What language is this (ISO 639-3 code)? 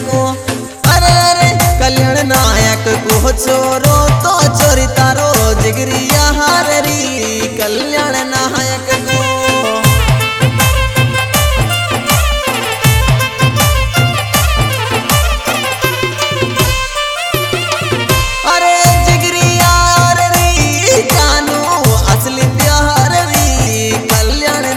bho